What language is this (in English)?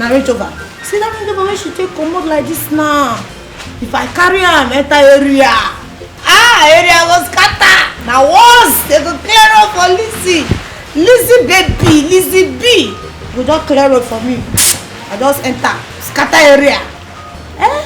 Nigerian Pidgin